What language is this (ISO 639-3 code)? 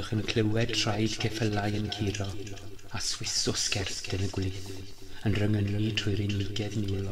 cym